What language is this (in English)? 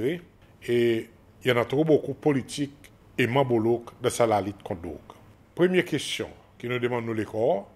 Seselwa Creole French